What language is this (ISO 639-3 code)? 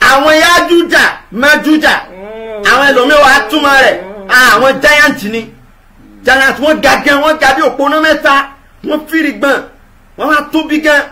yor